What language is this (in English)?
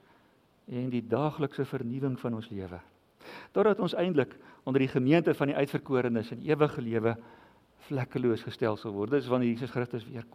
Afrikaans